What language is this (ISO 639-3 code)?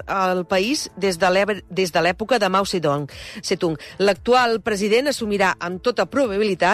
cat